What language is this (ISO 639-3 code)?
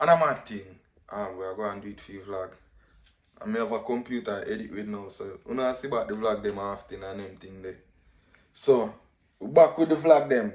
jam